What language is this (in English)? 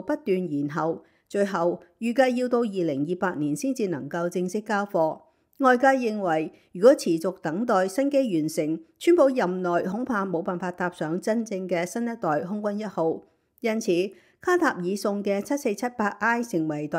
Cantonese